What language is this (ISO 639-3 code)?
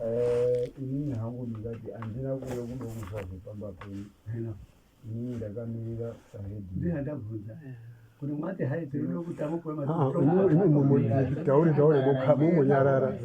sna